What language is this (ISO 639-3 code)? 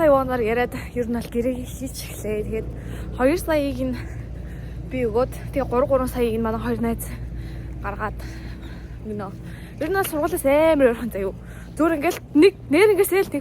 mon